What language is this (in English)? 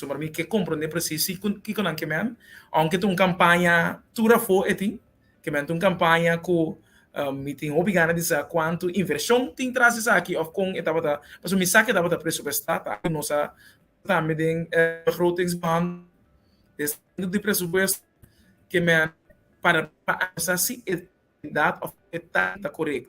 Papiamento